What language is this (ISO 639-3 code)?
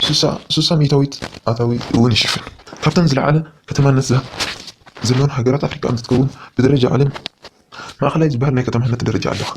tir